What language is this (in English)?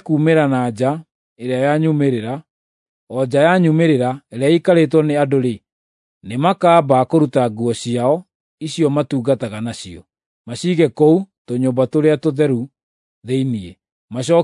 Kikuyu